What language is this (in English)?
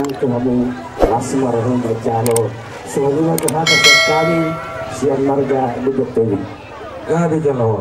Batak Toba